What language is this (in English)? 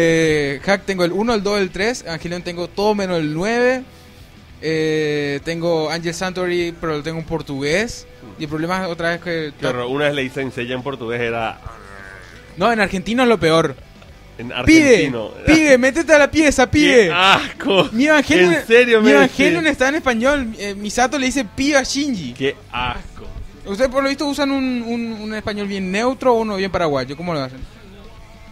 Spanish